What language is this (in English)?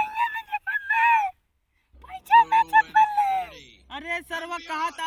Awadhi